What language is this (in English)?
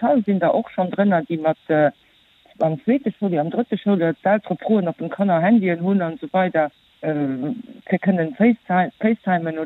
Luxembourgish